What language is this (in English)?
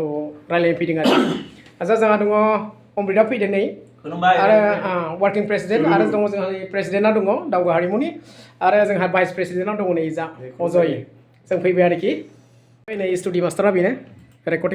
Bodo